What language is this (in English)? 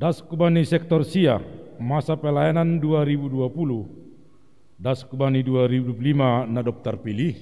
Batak Simalungun